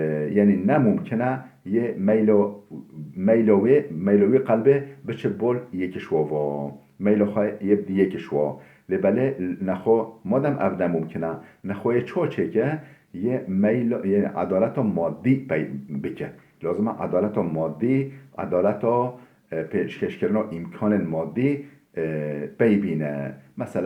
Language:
Kurdish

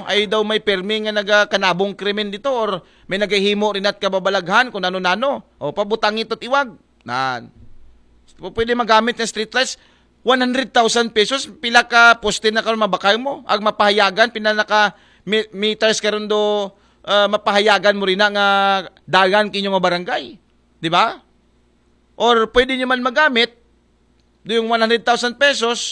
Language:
Aklanon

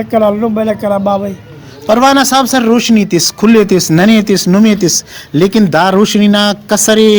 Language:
Brahui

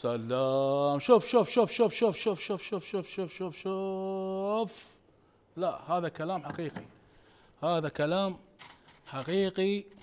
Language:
Mesopotamian Arabic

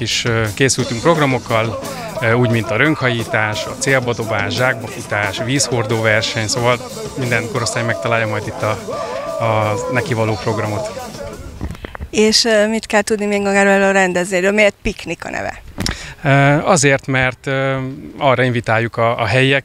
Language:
Hungarian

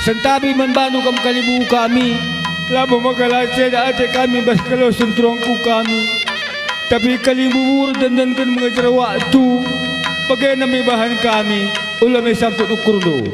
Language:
Batak Karo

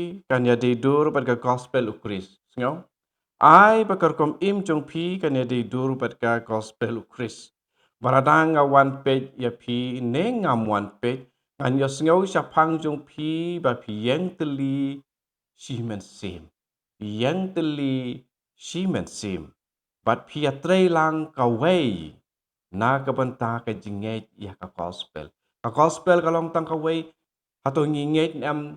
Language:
Khasi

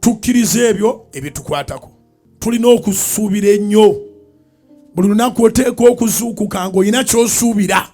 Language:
Ganda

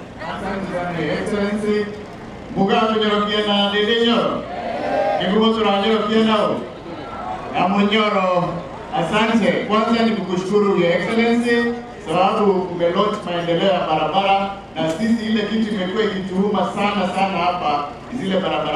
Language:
Swahili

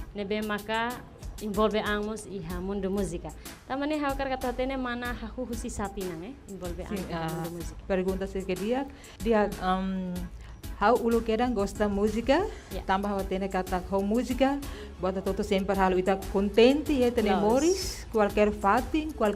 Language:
Tetum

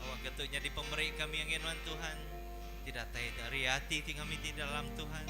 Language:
Iban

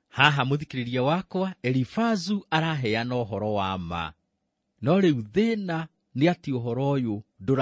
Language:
Kikuyu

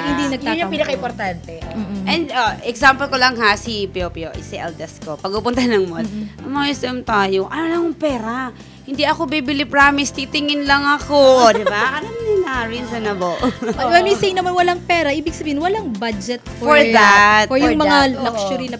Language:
Filipino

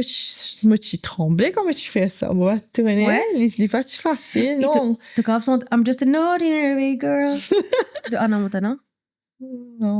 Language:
Morisyen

